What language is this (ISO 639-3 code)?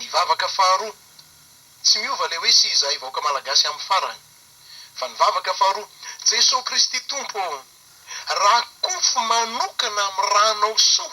mlg